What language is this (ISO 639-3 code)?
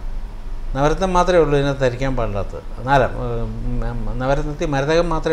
mal